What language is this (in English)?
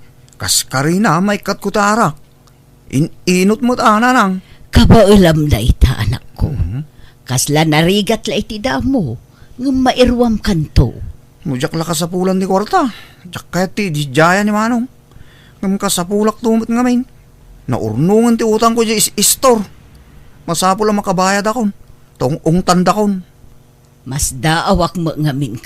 Iloko